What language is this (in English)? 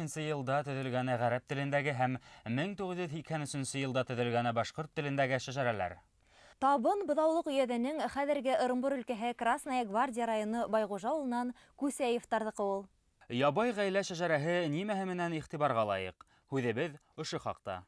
Bashkir